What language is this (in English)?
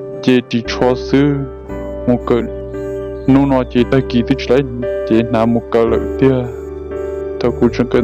Hmong